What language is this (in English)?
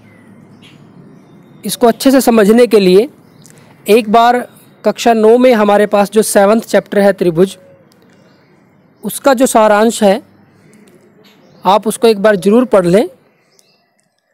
Hindi